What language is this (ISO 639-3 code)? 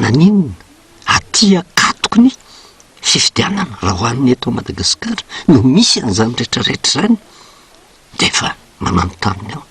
mlg